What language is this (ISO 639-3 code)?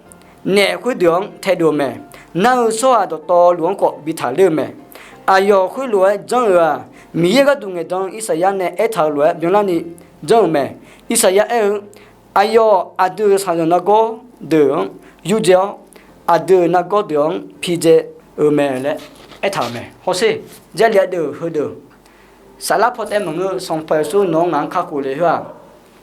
ahk